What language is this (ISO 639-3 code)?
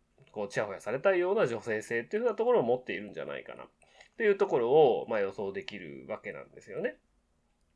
jpn